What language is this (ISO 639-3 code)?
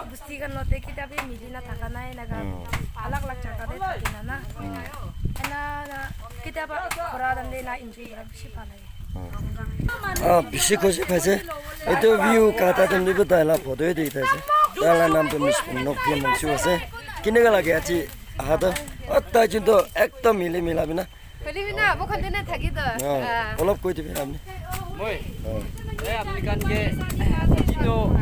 nag